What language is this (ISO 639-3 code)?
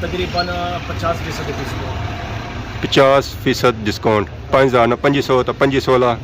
phr